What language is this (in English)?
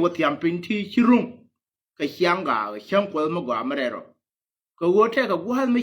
Nuer